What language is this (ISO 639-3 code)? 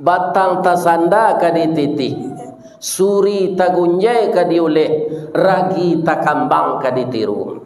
min